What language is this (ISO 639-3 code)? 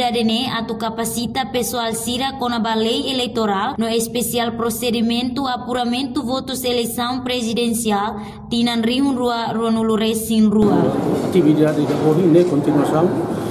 tet